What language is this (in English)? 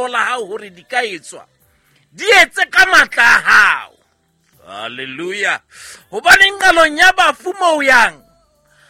Southern Sotho